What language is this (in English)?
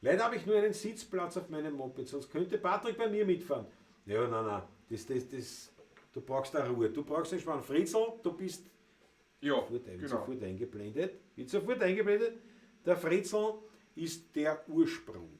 Bavarian